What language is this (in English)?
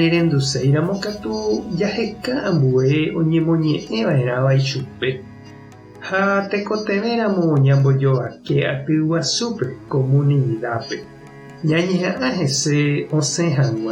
Guarani